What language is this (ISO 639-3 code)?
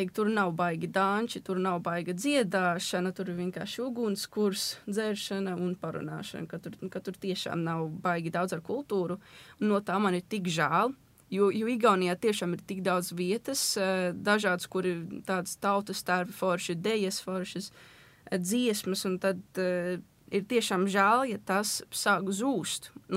lav